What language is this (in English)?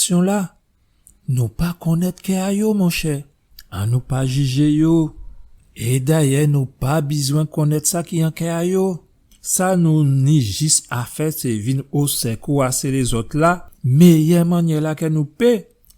Guadeloupean Creole French